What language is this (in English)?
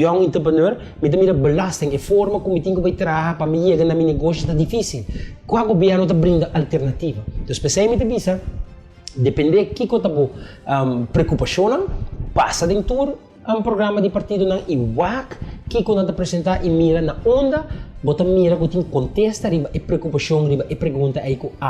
Papiamento